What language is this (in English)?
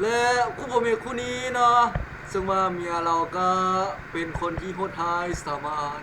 Lao